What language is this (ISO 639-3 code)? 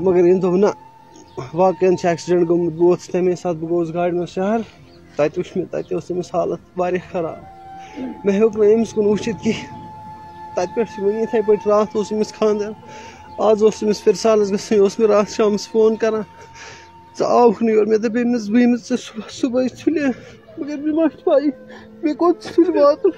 kas